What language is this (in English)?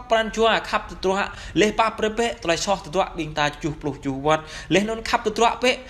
Jarai